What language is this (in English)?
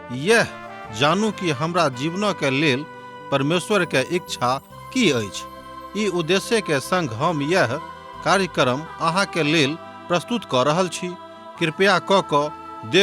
Maithili